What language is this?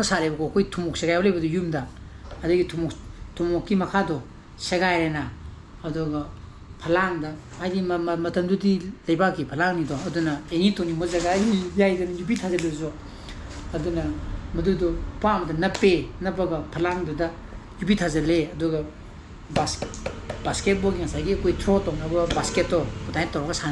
Manipuri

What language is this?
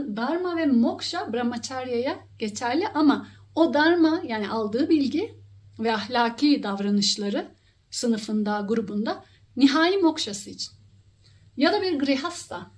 Turkish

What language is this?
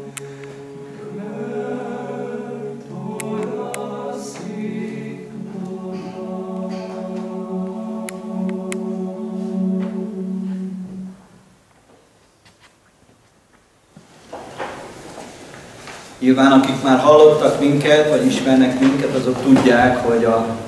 Hungarian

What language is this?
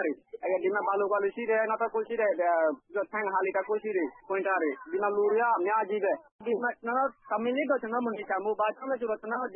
Burmese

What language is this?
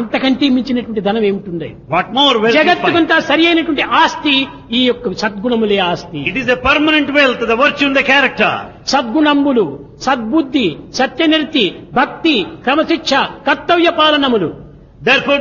Telugu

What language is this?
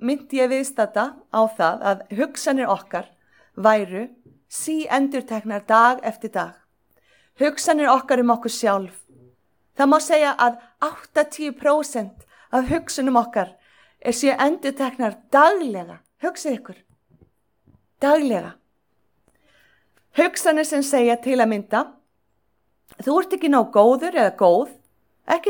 Icelandic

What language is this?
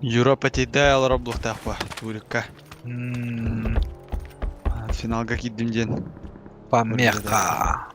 Yakut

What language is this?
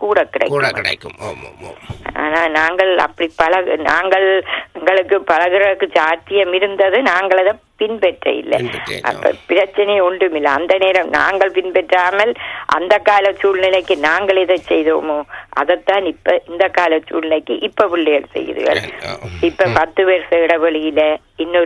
Tamil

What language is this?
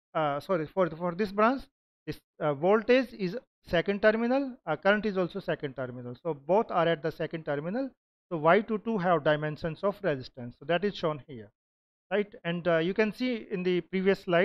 English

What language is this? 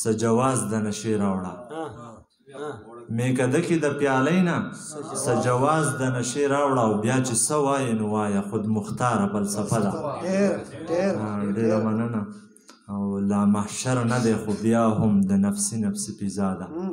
Pashto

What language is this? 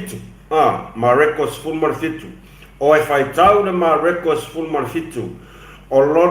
Samoan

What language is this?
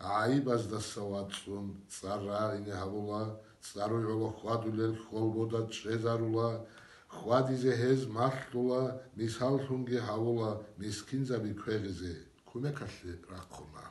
Avaric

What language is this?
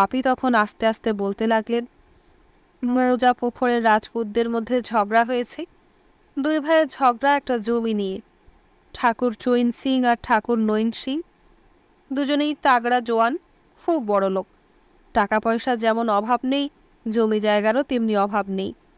Bangla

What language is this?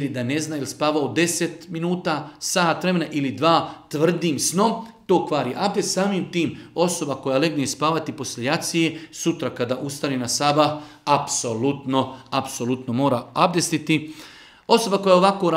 Bosnian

